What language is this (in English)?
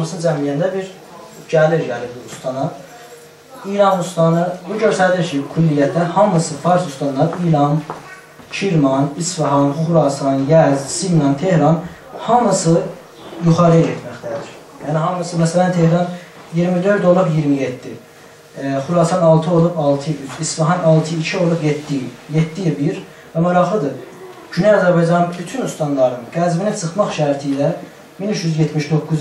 South Azerbaijani